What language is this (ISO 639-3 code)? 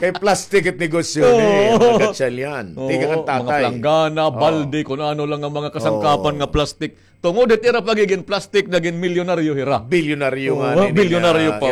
war